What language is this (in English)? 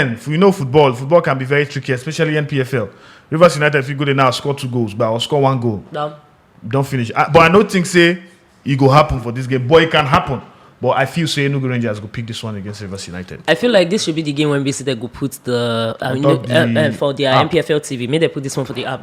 Nigerian Pidgin